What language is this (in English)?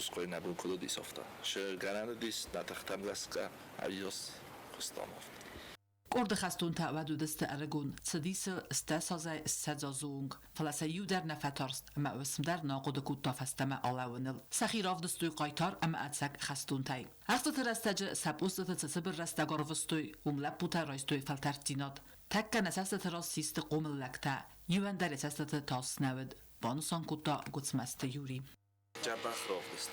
Ossetic